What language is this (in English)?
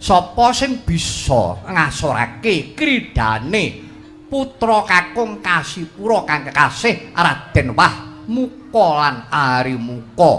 Javanese